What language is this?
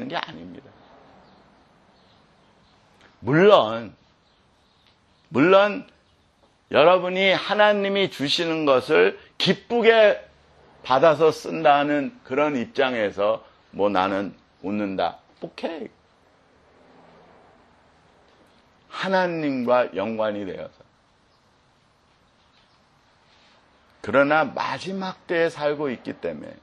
Korean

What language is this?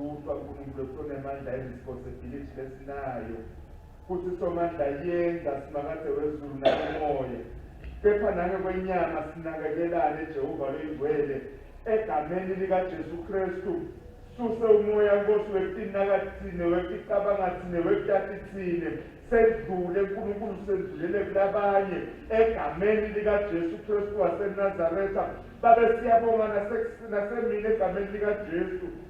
Swati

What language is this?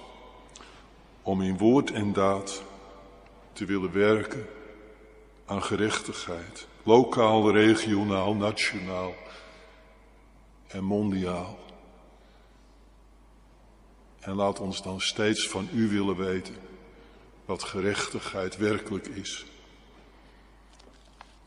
Dutch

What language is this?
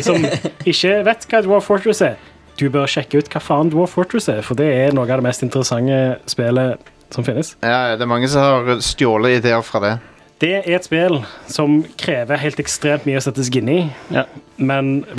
Norwegian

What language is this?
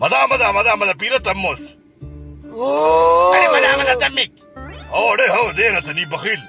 Brahui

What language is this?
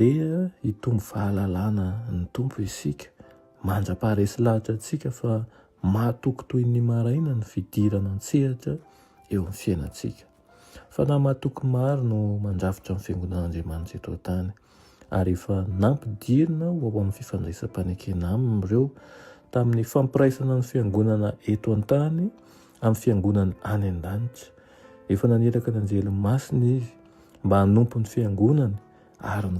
Malagasy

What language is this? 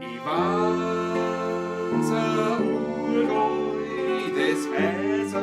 Bavarian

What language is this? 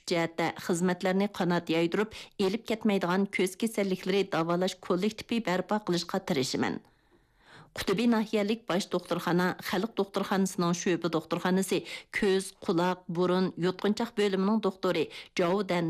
Uyghur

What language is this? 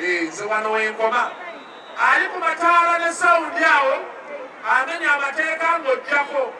Ganda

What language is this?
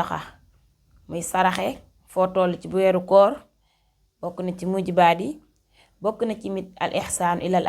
Wolof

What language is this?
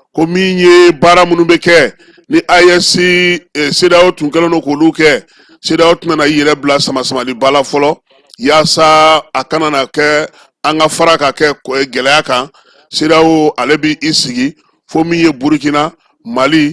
Bambara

